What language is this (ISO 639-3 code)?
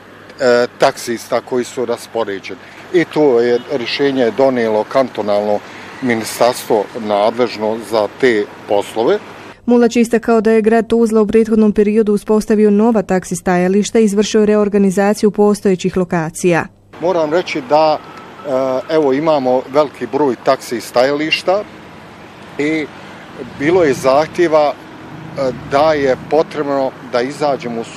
bos